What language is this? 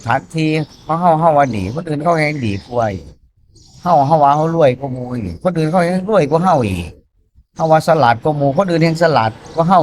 Northeastern Thai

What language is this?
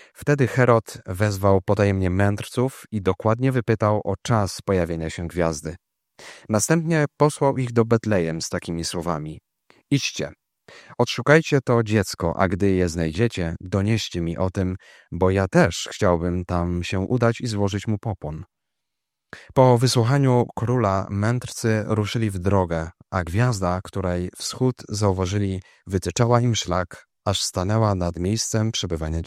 Polish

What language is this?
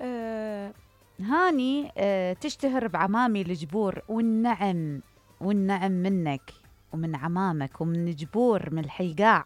Mesopotamian Arabic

